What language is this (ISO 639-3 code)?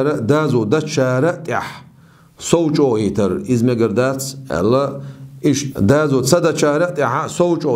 che